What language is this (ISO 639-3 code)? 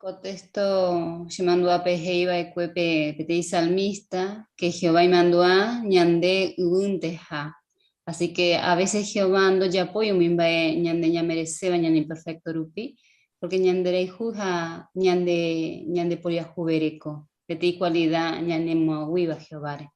grn